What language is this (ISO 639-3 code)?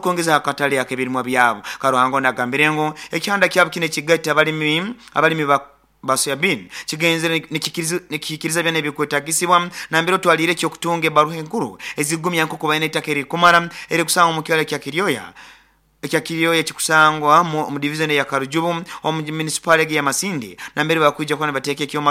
nyo